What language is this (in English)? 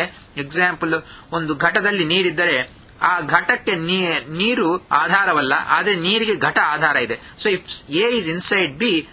Kannada